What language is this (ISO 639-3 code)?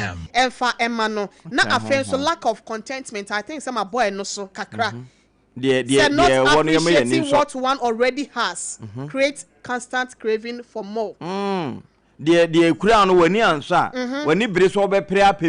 aka